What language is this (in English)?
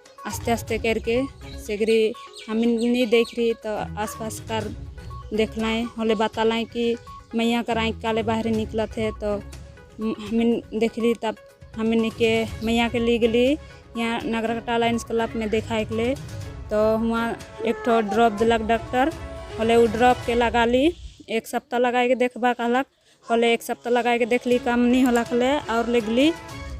Sadri